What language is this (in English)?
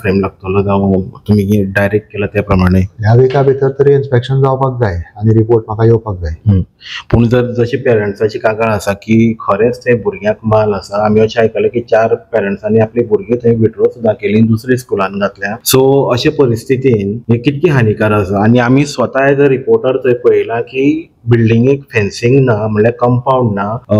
Konkani